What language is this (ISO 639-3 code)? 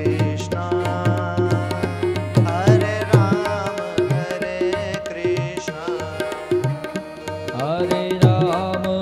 guj